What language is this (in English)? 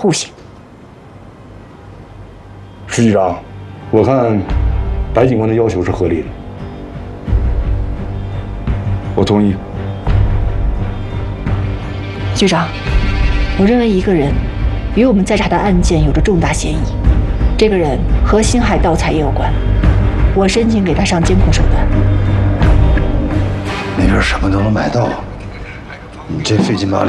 Chinese